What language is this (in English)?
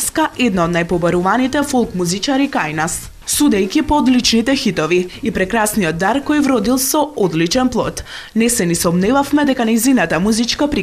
Macedonian